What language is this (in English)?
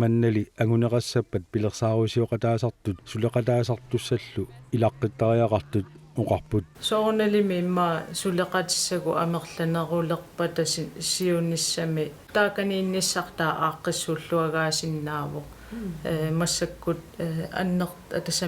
Kalaallisut